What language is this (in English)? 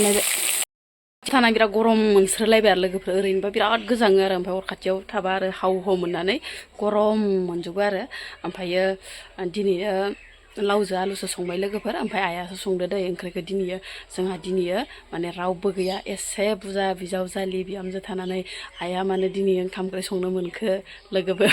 Bodo